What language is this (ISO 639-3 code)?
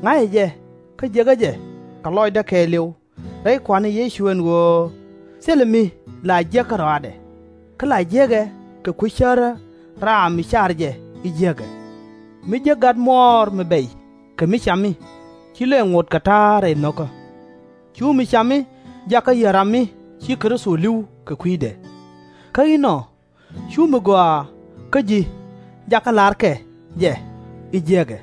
nus